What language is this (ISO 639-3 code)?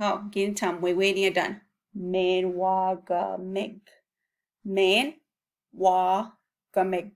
ciw